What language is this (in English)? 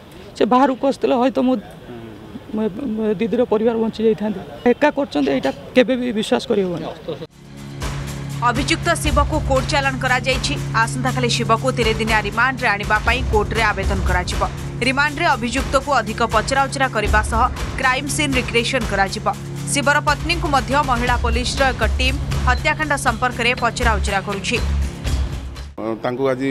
Odia